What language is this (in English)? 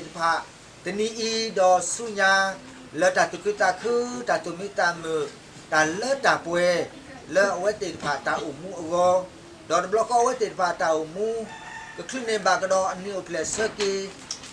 S'gaw Karen